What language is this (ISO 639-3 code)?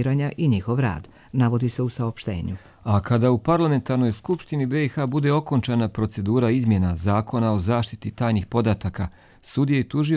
hrv